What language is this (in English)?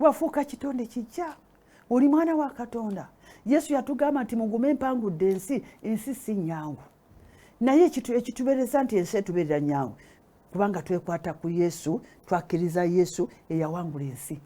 Ganda